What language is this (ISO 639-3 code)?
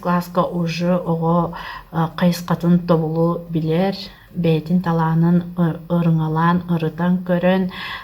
sah